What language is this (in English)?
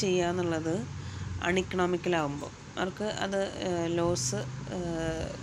Malayalam